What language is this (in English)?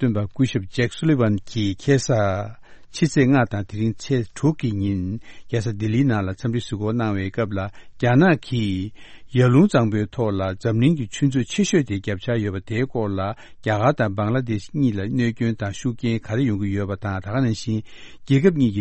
Tibetan